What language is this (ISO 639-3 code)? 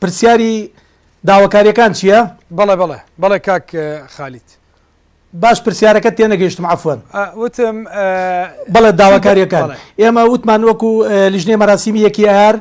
ckb